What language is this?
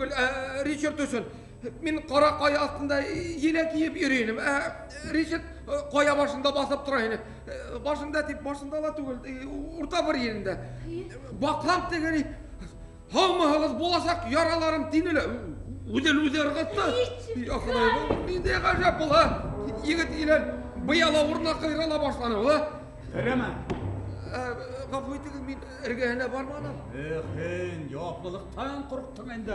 Bashkir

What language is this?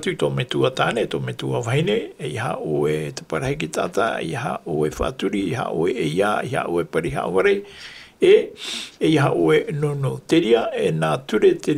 Tahitian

